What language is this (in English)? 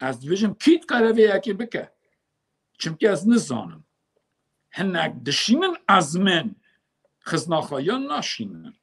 Kurdish